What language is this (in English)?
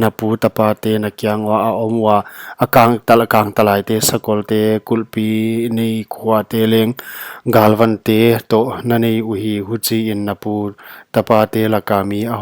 Paite Chin